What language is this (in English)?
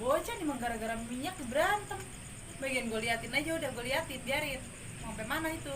Betawi